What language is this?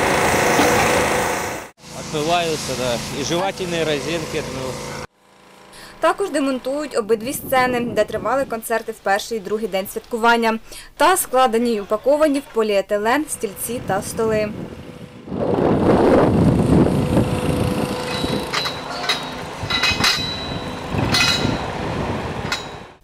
Ukrainian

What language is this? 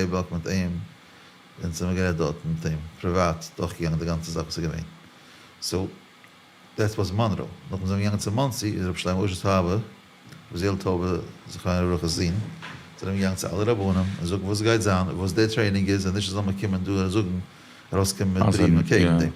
Yiddish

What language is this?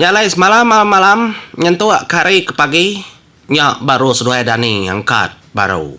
Iban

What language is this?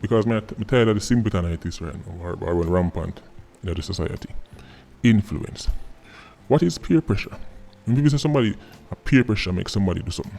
Jamaican Creole English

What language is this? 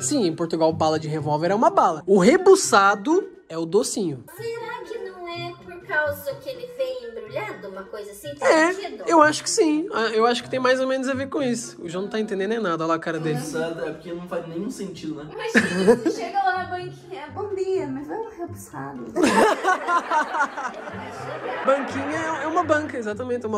Portuguese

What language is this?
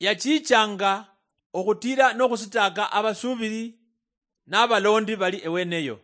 Luyia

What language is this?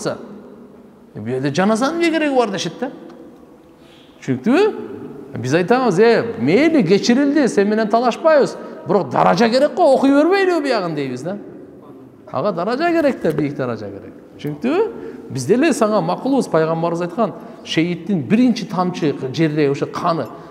Kyrgyz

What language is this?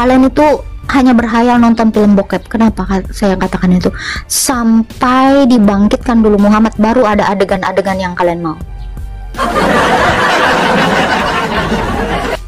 Indonesian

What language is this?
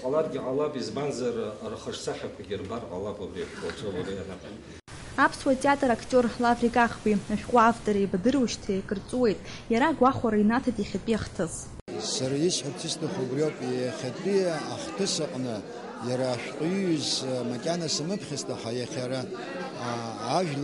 Abkhazian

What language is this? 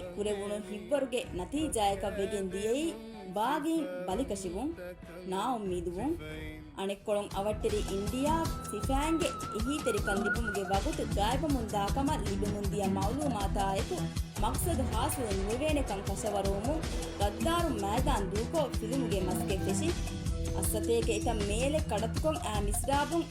Divehi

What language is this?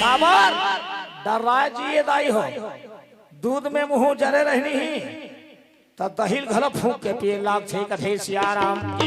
Chhattisgarhi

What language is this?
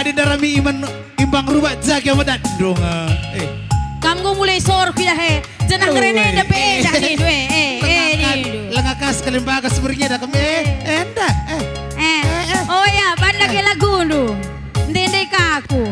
Batak Karo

